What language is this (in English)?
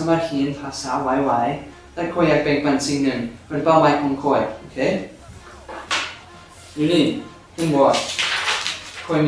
Lao